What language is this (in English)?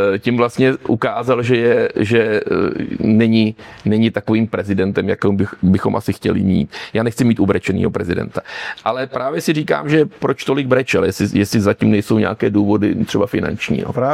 Czech